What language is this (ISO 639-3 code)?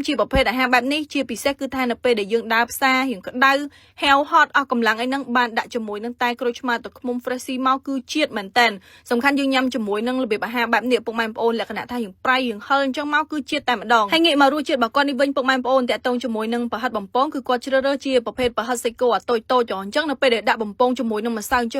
khm